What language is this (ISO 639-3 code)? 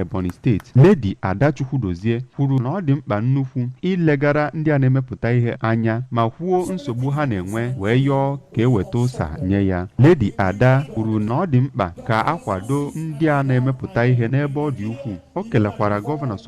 ibo